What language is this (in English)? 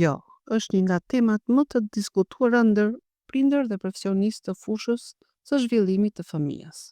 Albanian